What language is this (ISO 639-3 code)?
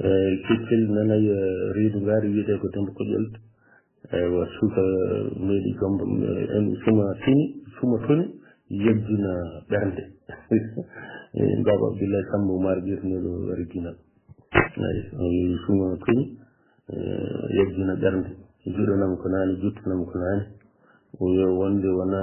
ful